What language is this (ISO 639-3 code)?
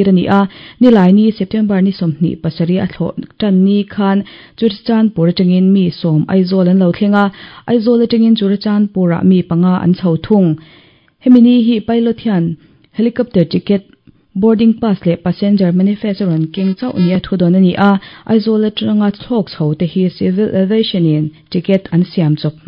lus